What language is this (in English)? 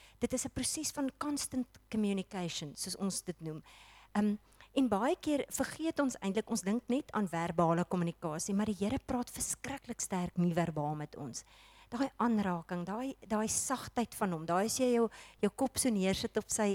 Afrikaans